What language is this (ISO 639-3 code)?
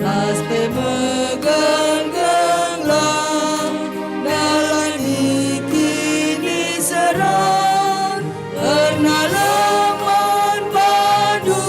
btx